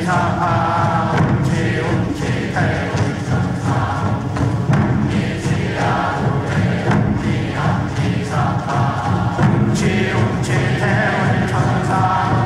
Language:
Korean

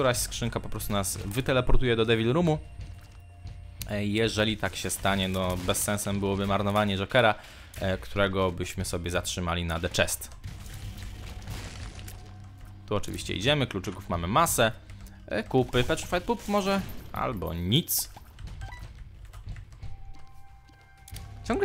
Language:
Polish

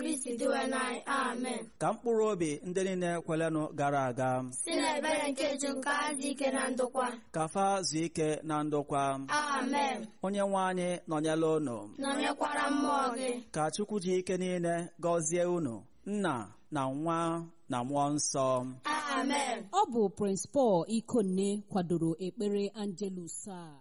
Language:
Igbo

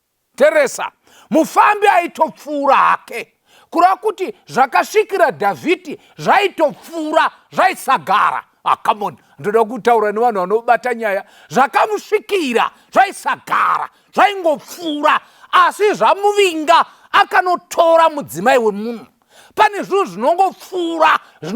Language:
Shona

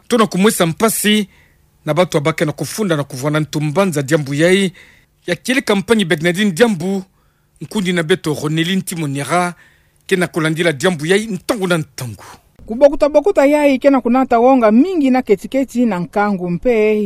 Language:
Kituba (Democratic Republic of Congo)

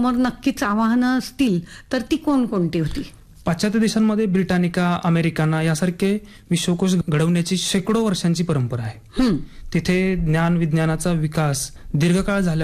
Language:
Marathi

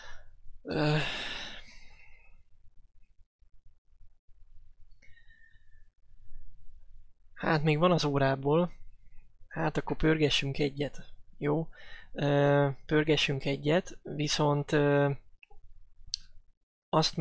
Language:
Hungarian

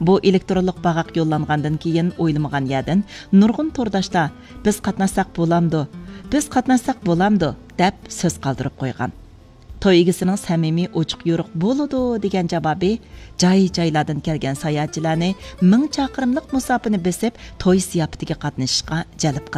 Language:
Uyghur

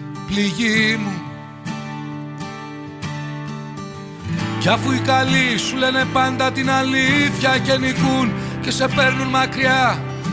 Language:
Greek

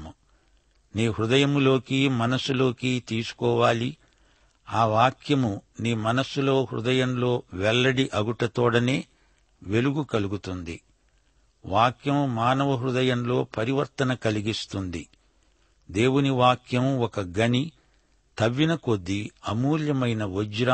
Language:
Telugu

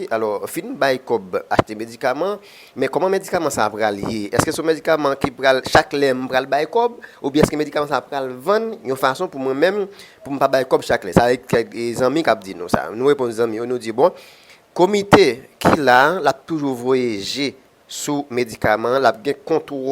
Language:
Haitian Creole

